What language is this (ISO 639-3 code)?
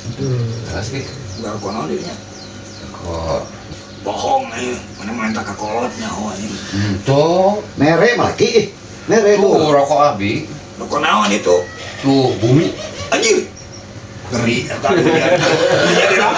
sun